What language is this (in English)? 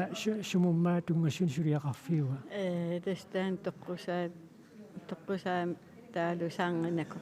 Kalaallisut